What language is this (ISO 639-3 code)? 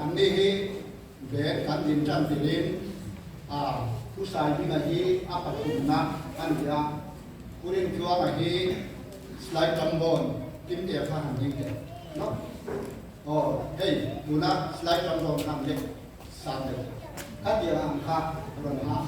lus